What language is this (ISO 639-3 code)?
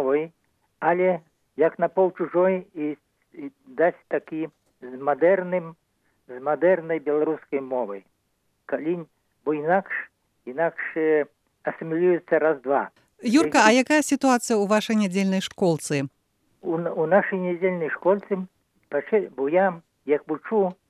bel